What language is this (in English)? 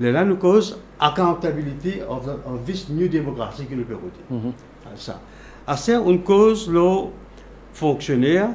Morisyen